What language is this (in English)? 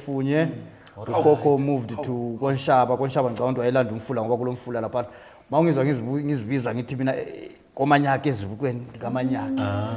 Zulu